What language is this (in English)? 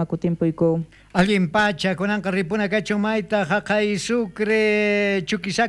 South Bolivian Quechua